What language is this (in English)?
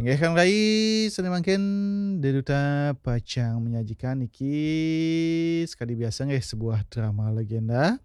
Balinese